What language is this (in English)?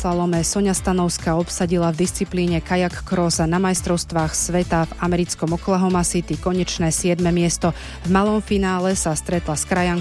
Slovak